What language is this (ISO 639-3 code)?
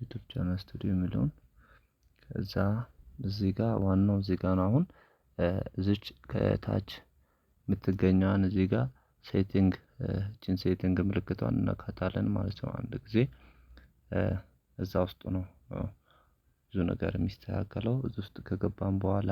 amh